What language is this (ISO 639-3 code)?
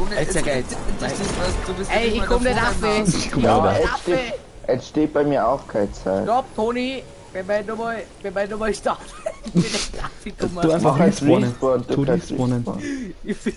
bar